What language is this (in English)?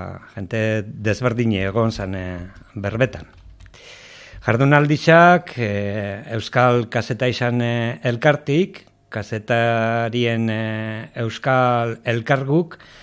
Basque